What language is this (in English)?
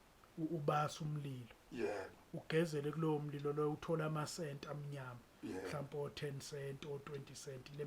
Zulu